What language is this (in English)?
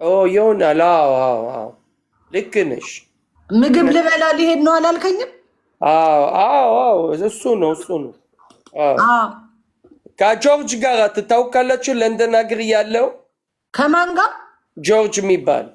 Amharic